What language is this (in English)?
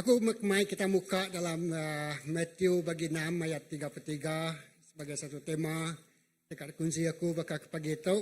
Iban